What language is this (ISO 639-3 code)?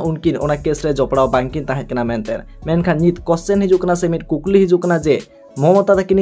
sat